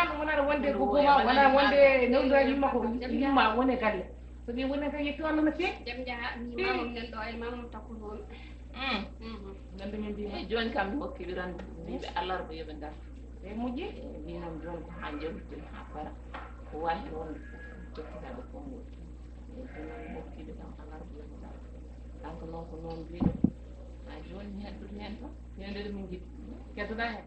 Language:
Fula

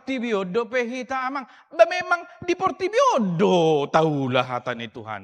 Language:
Batak Toba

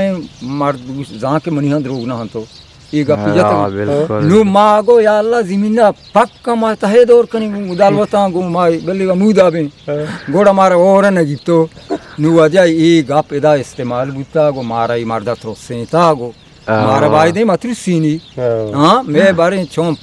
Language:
Eastern Balochi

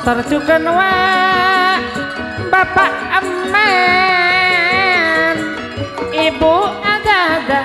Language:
Madurese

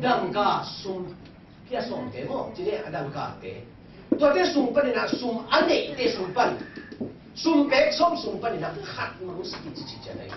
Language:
Tedim Chin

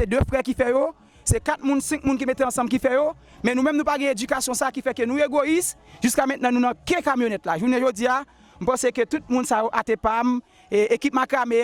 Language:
Haitian Creole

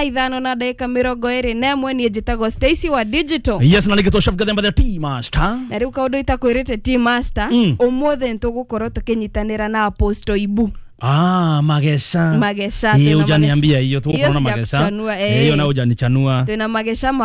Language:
Kikuyu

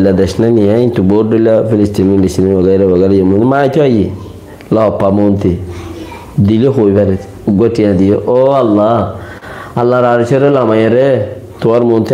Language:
Rohingya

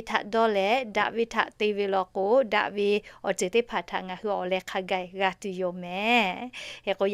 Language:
Lahu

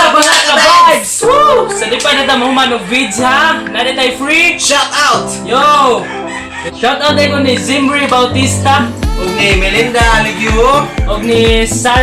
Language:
Cebuano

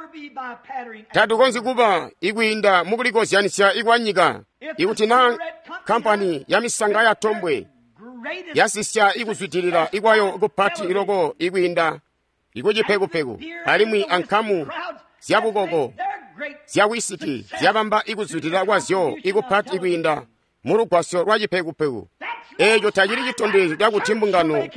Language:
Tonga (Zambia)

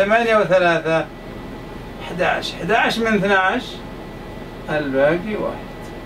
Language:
Arabic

